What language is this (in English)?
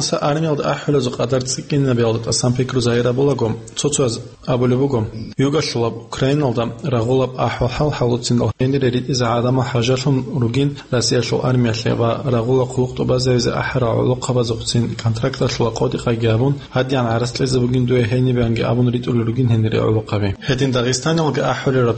Avaric